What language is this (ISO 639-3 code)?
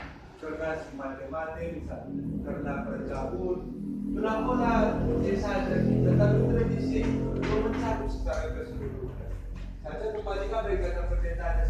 btx